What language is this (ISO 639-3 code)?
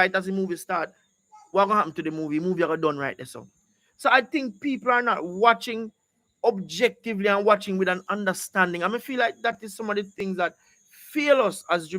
jam